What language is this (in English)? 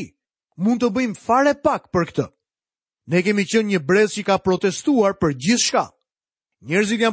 Albanian